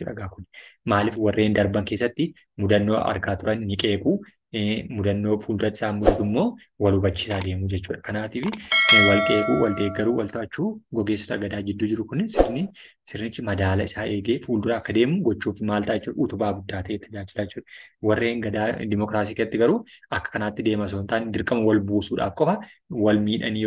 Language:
Oromo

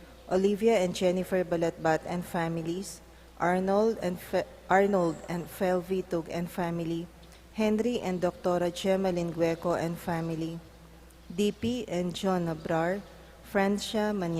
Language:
Pampanga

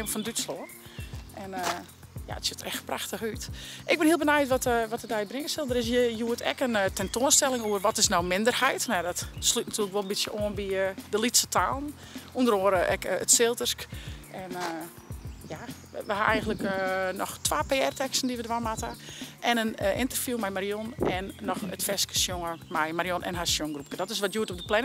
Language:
Western Frisian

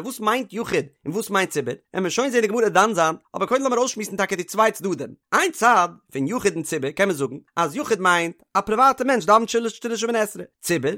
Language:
Yiddish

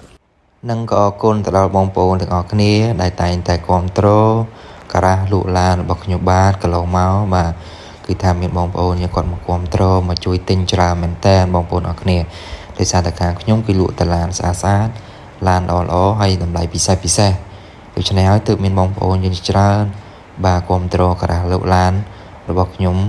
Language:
Khmer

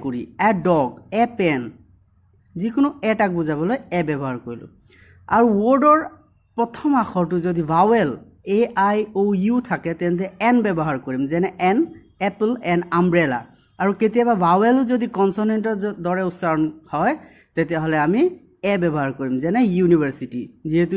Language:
Assamese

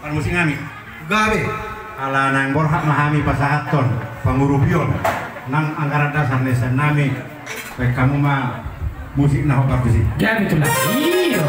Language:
Batak Toba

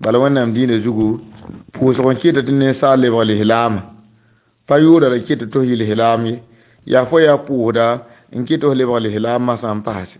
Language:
Mossi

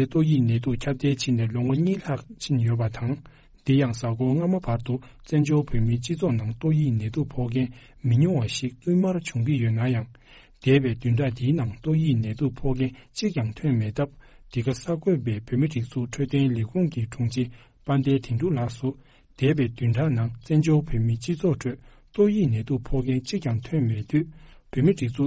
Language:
Tibetan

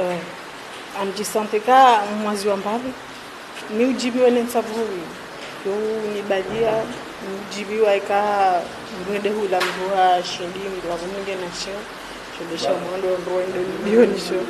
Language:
Ngazidja Comorian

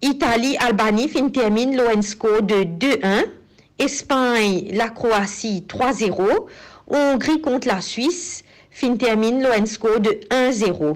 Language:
Morisyen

